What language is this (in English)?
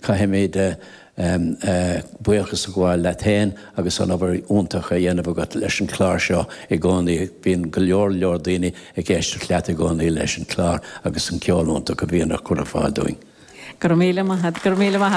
Irish